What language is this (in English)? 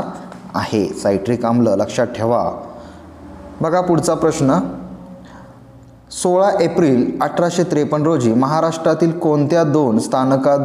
Marathi